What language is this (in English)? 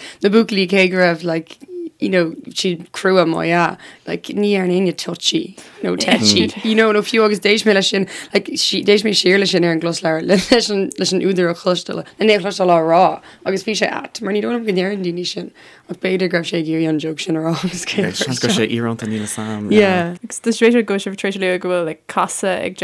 Irish